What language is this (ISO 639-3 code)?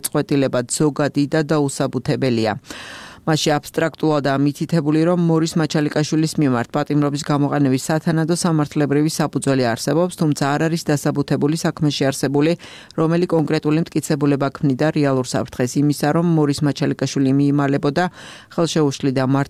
kat